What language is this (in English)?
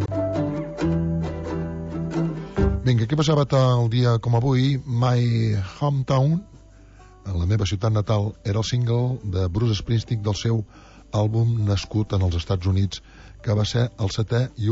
Catalan